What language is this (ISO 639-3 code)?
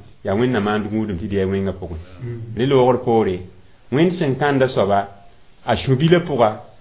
mos